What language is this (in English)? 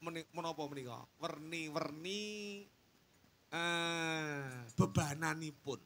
Javanese